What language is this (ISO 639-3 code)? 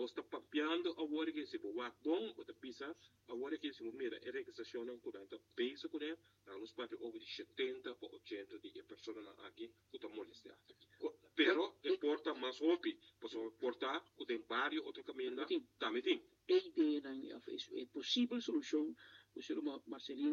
pap